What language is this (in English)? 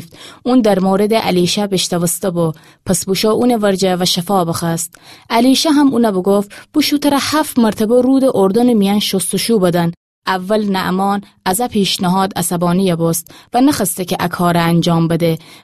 Gilaki